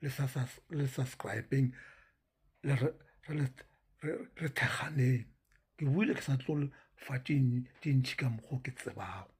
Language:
Northern Sotho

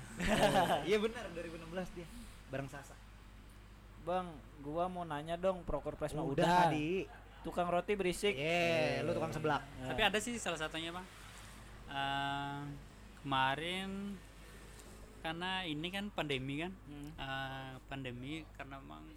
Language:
Indonesian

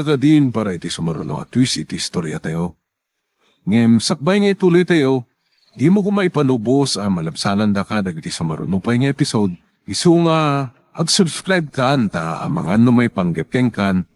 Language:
Iloko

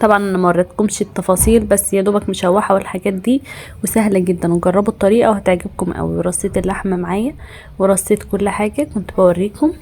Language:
Egyptian Arabic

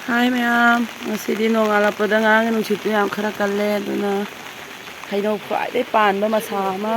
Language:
Manipuri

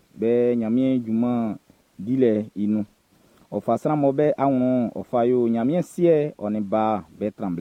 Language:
Baoulé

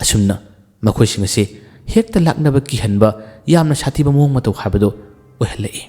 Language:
Manipuri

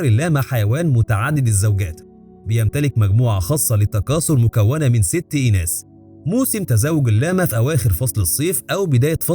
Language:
Egyptian Arabic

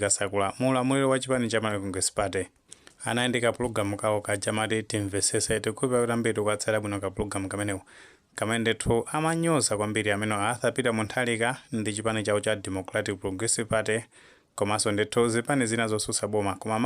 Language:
Nyanja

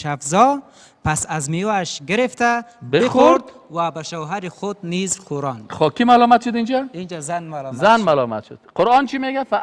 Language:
Persian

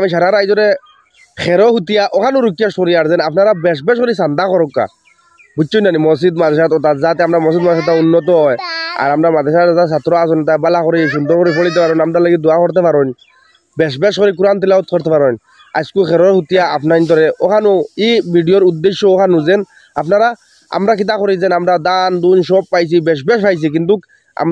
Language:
Sylheti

